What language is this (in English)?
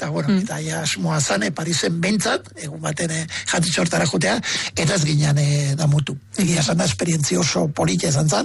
Basque